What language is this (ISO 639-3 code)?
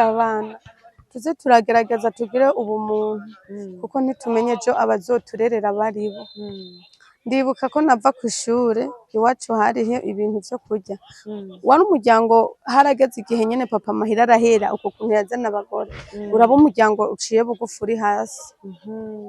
run